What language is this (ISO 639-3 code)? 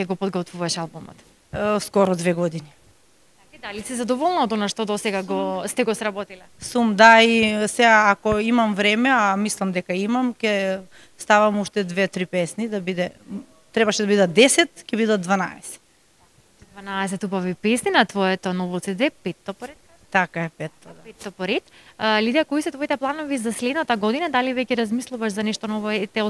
mkd